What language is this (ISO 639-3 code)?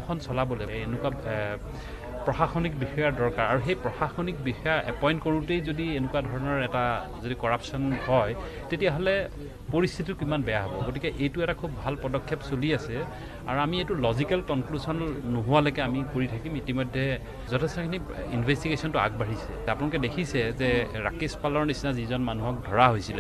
asm